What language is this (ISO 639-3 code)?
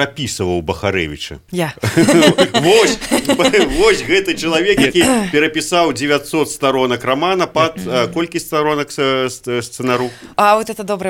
bel